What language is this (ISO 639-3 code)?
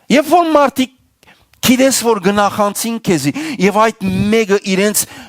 hyw